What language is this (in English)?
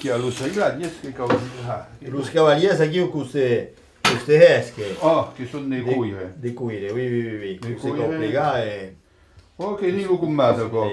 Occitan